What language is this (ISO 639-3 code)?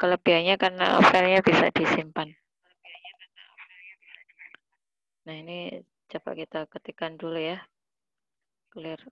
ind